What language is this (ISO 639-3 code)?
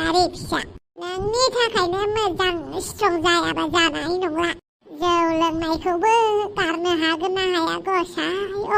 brx